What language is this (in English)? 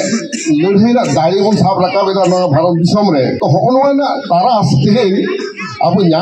Santali